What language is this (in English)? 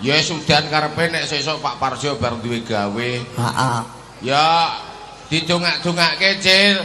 Javanese